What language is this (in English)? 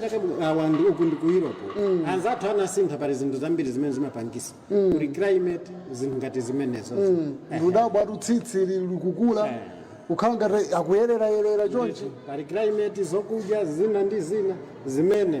Nyanja